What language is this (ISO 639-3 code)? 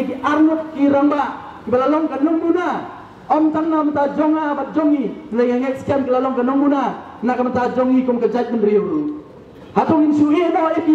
kha